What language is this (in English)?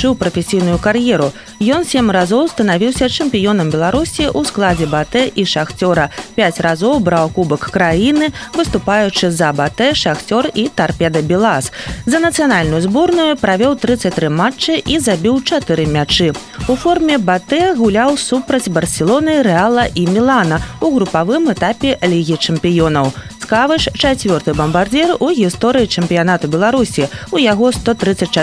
Belarusian